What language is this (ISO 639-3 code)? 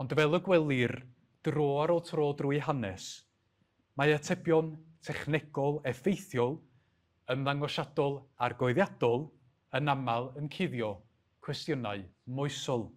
cym